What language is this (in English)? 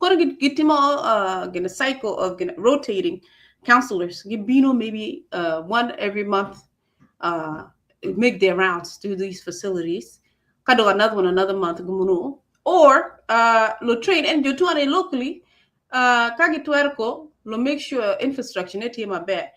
Acoli